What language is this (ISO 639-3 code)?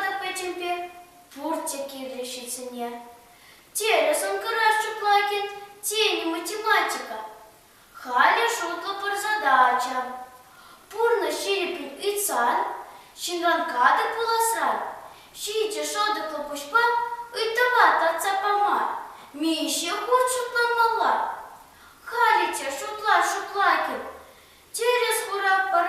chv